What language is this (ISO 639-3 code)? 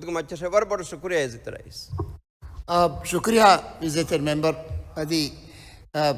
div